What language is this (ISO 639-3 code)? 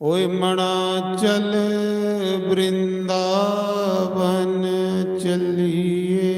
doi